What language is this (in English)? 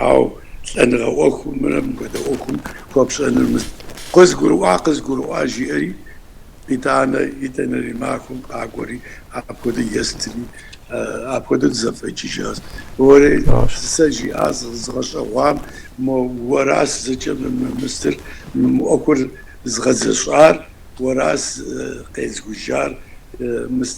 Kabardian